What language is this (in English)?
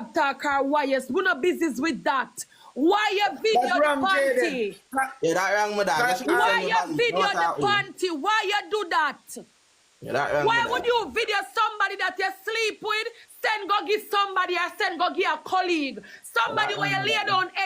Jamaican Creole English